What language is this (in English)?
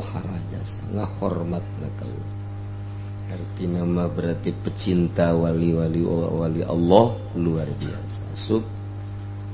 Sundanese